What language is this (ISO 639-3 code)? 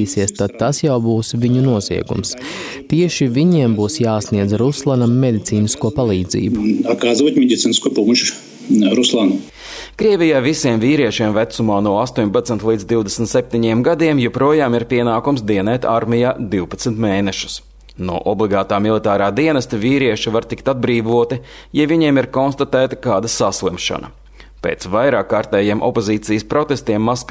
lav